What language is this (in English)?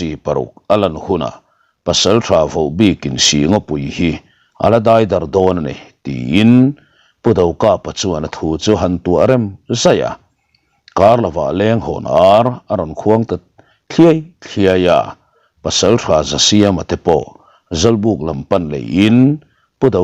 Mizo